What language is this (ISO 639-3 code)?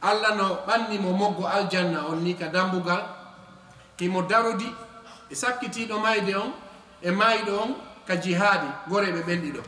ful